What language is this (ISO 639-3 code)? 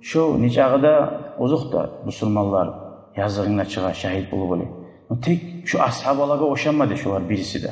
kum